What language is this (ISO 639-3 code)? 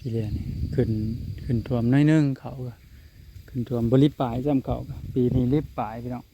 tts